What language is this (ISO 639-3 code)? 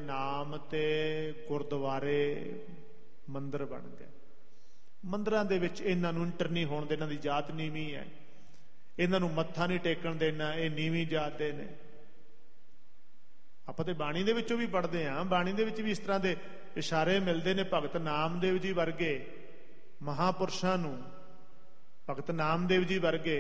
pan